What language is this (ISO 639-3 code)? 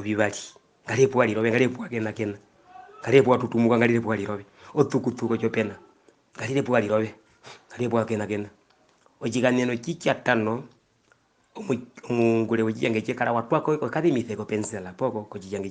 her